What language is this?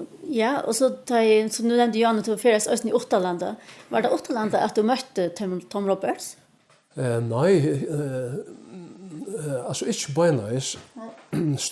Faroese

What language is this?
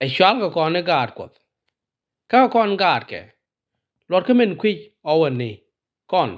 Nuer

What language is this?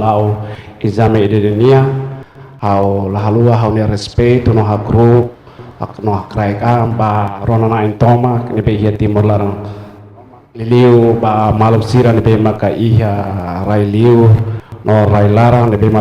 Tetum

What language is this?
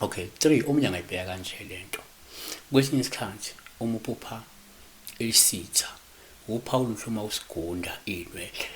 Zulu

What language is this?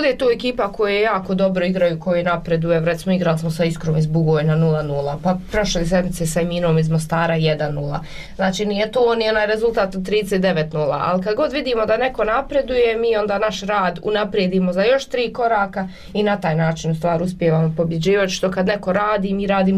Bosnian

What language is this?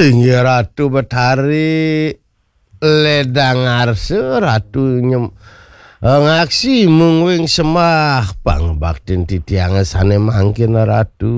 Balinese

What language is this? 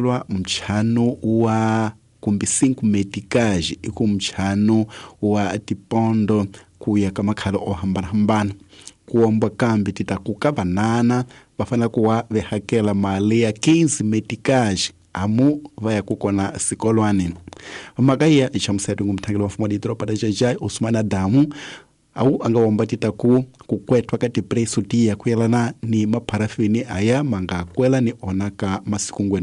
Tsonga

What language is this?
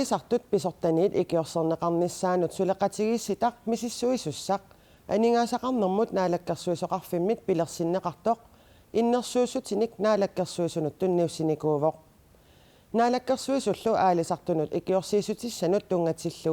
Kalaallisut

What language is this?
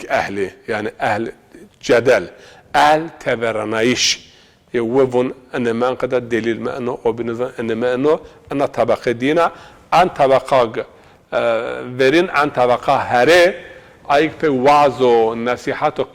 Zaza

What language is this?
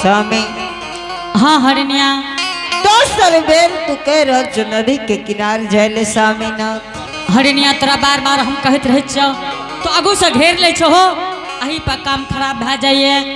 Angika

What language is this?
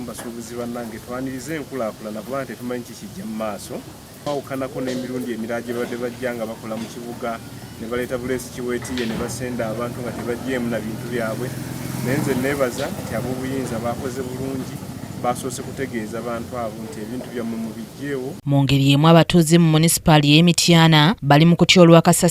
Ganda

